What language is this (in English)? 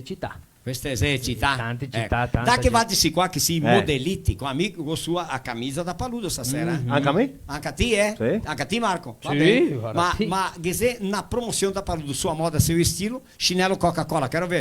Venetian